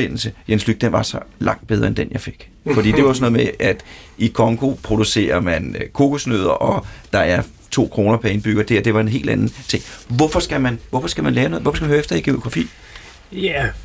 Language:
Danish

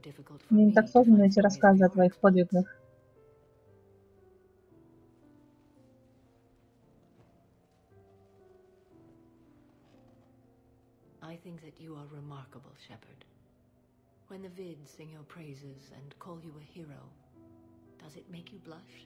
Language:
Russian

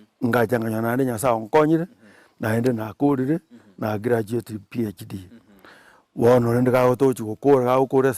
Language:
Gusii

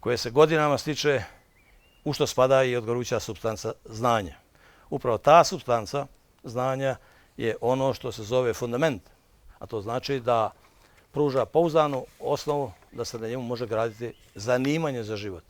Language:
Bosnian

